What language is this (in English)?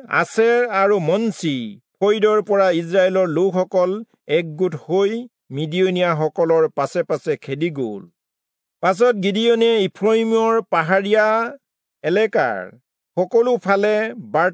Assamese